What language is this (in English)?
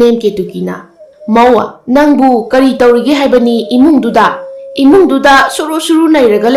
Manipuri